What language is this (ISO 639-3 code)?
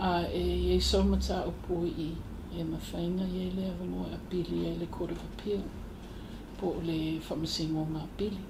smo